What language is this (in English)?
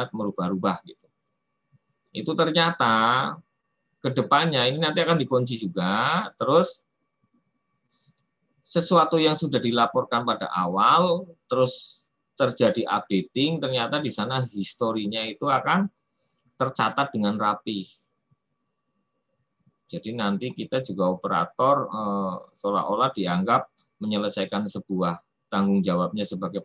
Indonesian